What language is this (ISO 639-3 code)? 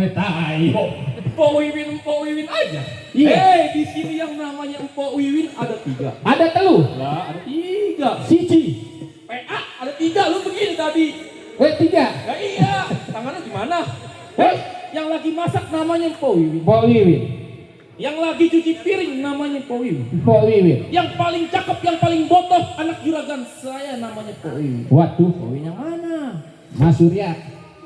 bew